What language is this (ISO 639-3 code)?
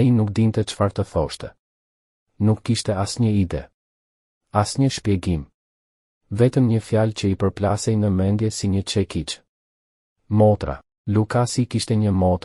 sqi